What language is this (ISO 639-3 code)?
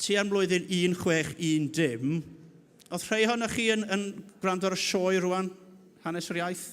cym